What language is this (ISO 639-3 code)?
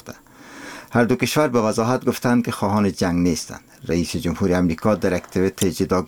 fas